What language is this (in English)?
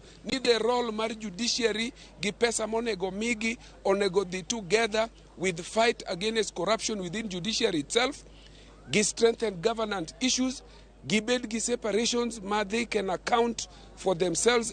Luo (Kenya and Tanzania)